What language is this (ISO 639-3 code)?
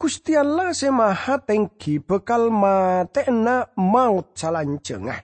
mad